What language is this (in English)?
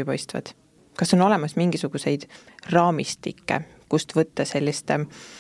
Estonian